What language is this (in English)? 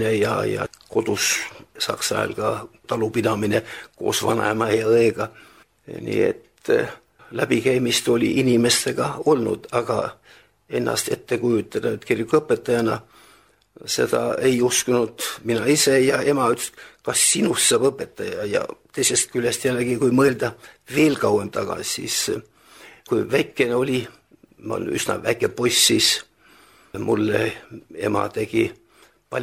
Estonian